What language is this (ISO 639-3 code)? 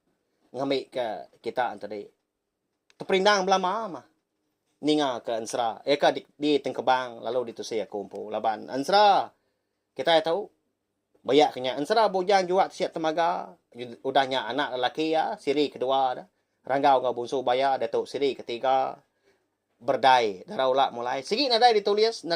iba